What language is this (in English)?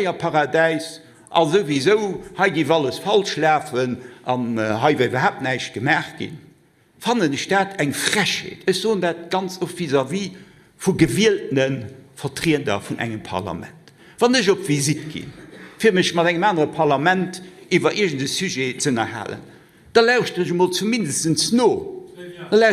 Luxembourgish